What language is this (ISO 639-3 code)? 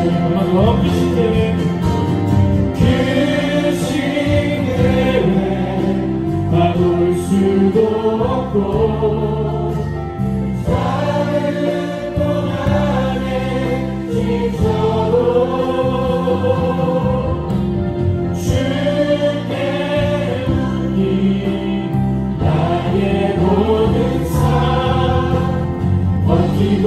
kor